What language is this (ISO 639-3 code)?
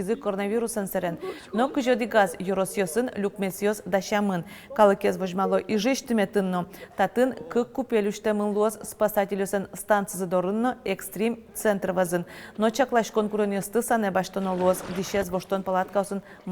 udm